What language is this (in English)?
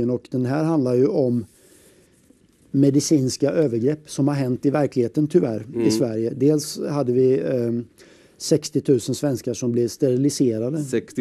Swedish